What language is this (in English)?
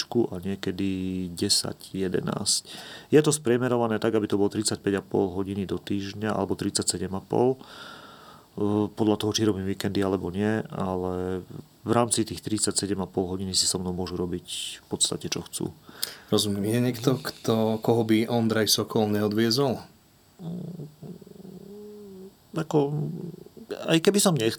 Slovak